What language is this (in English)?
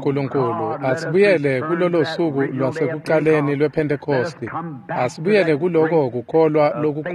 Swati